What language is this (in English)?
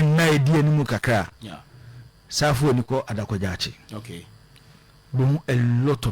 Akan